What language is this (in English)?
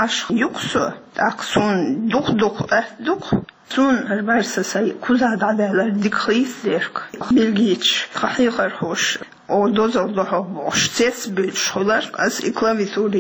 Chechen